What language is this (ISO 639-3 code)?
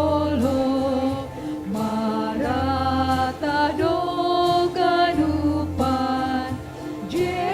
bts